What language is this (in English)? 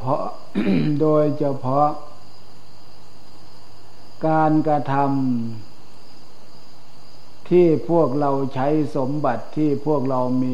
Thai